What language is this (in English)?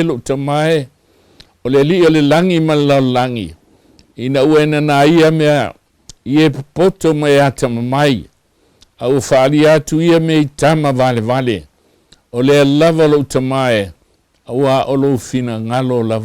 Samoan